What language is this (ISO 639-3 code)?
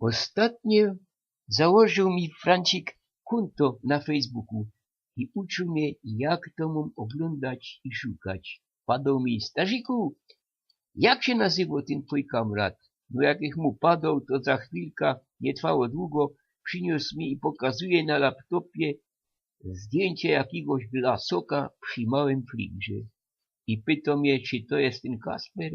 szl